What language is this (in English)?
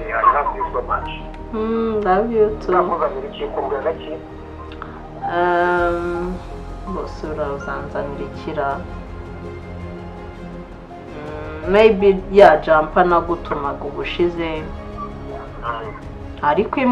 Kinyarwanda